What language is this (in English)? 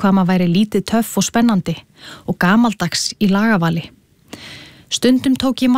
Icelandic